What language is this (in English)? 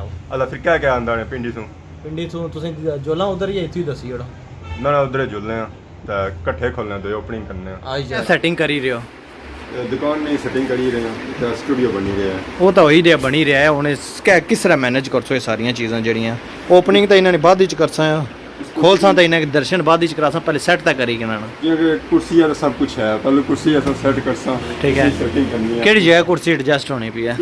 Pahari-Potwari